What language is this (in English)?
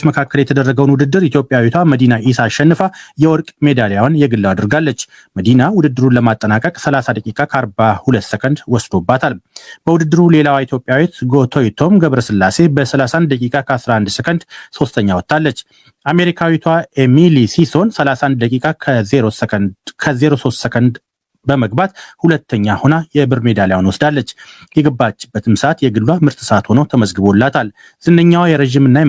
Amharic